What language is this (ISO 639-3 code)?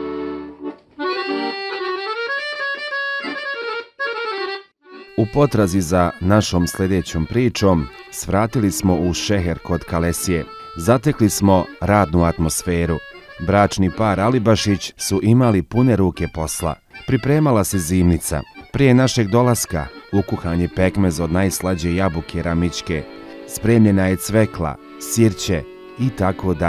bos